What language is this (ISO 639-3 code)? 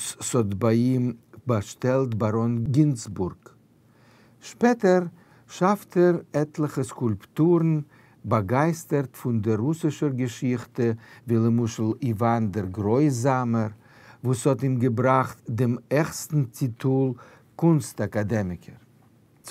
yid